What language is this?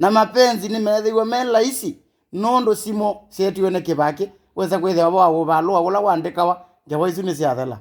Kamba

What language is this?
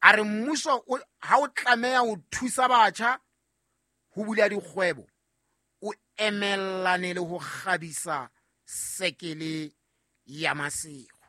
Southern Sotho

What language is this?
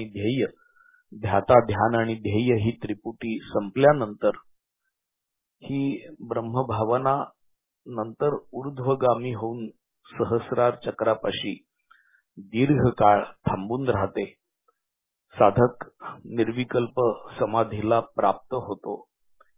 Marathi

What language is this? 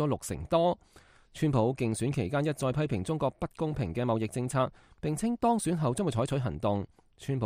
Cantonese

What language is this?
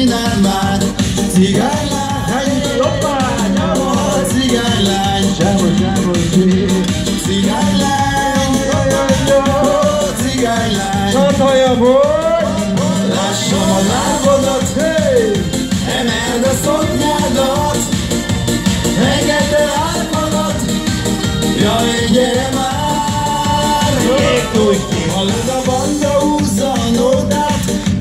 Hungarian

